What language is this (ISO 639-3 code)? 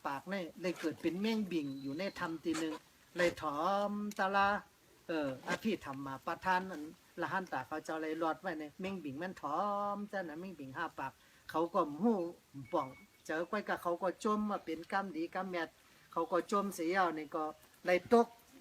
shn